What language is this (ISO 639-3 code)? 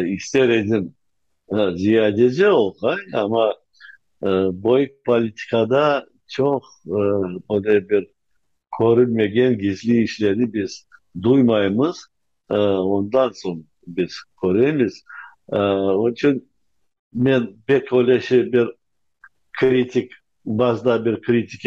crh